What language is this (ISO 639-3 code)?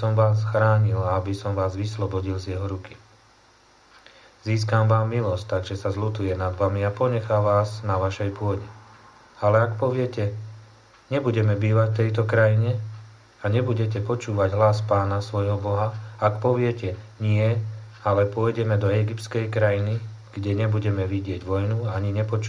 slk